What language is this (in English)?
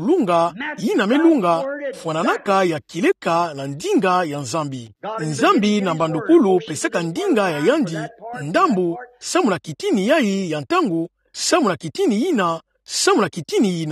Kituba (Democratic Republic of Congo)